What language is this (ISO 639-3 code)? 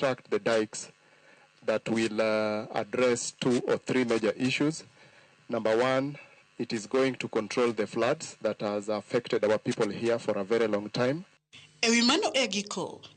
luo